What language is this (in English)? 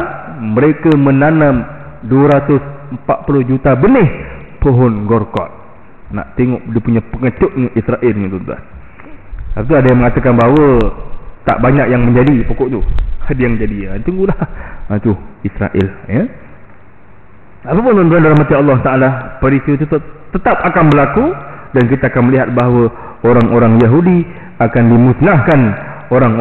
Malay